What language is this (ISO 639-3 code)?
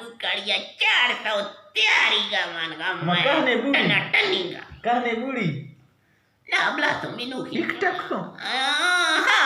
bgp